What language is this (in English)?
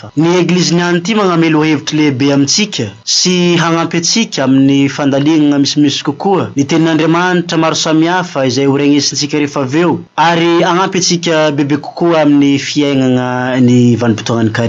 Malagasy